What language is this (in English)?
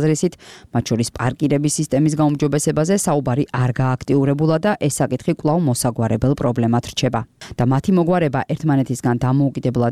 Georgian